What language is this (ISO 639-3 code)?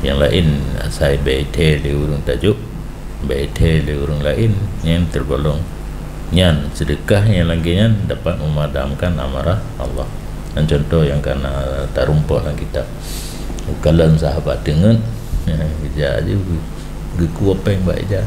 ace